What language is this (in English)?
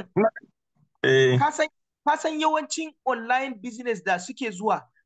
Hausa